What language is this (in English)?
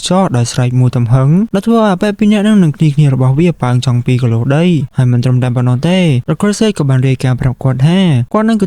Khmer